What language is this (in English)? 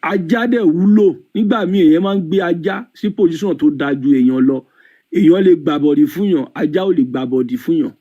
Yoruba